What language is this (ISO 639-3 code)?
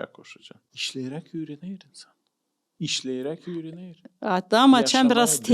gag